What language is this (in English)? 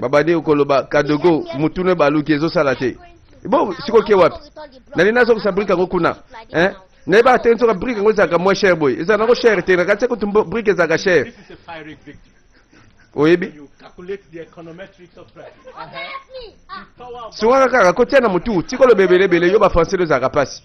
Lingala